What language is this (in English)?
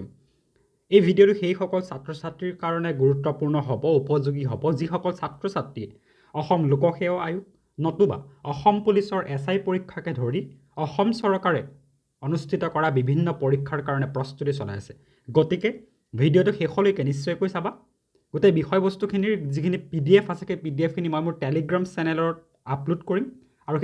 Assamese